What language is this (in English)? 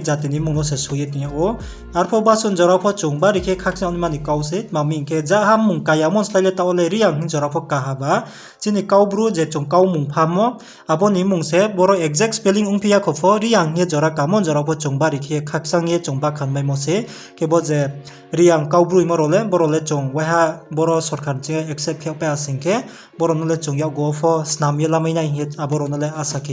Riang (India)